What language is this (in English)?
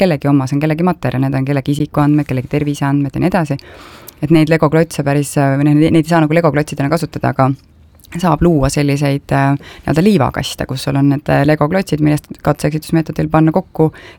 Estonian